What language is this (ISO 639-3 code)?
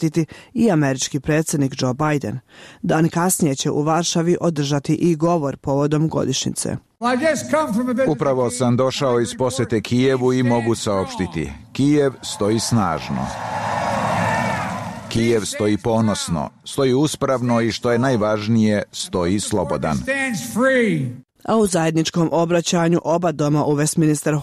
bos